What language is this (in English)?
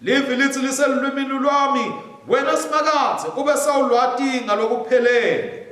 Swati